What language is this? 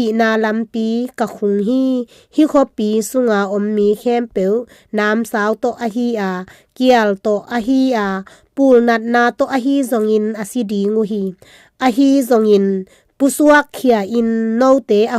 Tedim Chin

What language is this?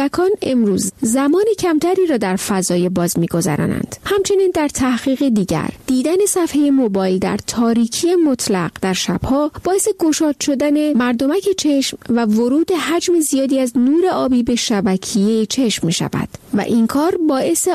Persian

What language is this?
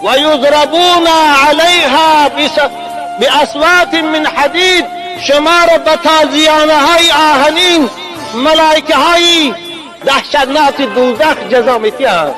Tajik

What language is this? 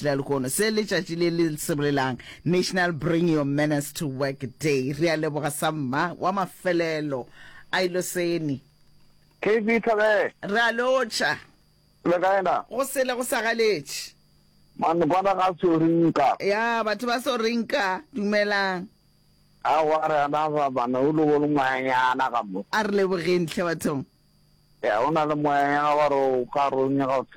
Northern Sotho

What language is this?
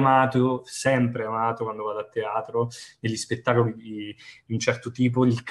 Italian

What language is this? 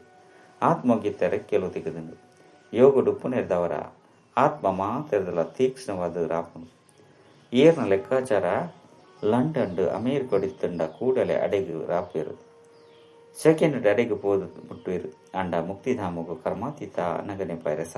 Tulu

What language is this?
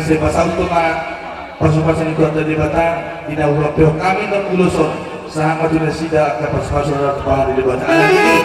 Batak Toba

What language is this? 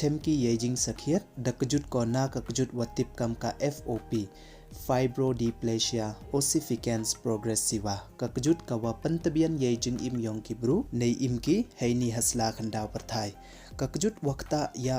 Pnar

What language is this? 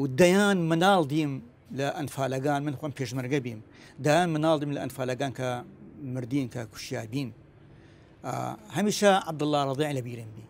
Southern Kurdish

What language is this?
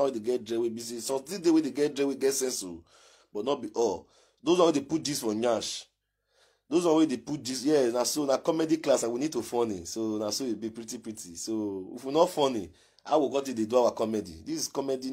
Nigerian Pidgin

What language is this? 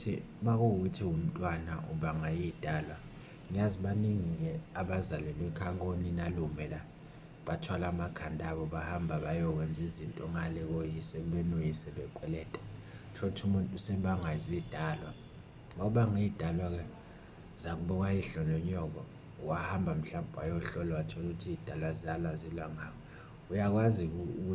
Zulu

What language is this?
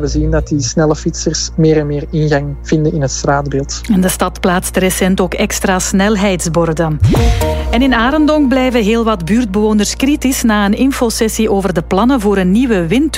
Dutch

